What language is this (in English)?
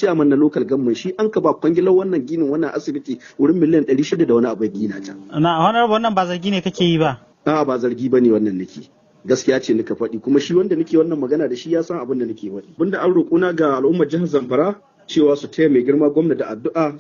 Hausa